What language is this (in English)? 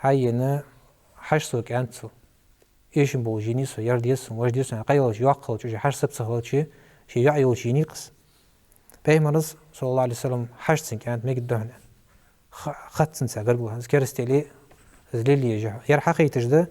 Ingush